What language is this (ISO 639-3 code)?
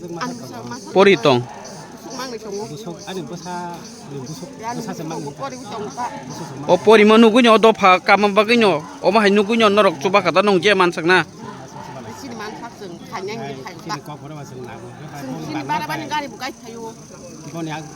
trp